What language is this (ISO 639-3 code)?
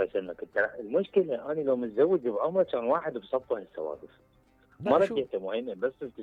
acm